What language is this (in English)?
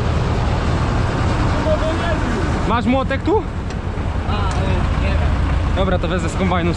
Polish